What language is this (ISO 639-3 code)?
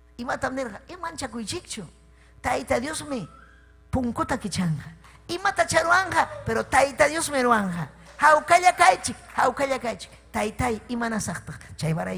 quy